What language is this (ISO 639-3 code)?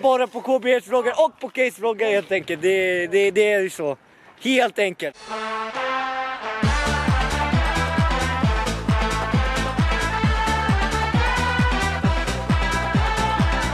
swe